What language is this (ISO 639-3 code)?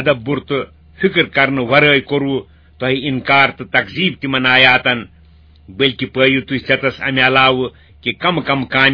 kas